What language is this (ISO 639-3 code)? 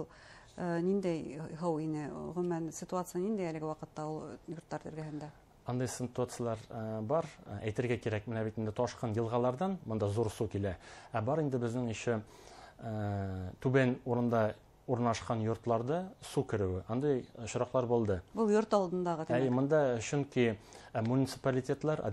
bak